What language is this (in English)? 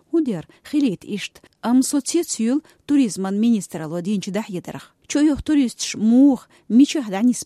Chechen